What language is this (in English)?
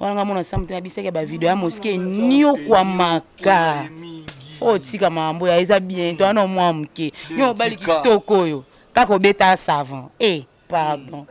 Lingala